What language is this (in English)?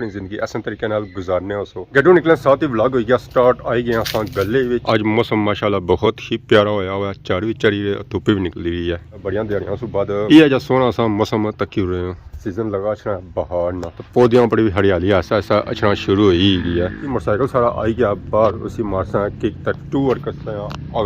Pahari-Potwari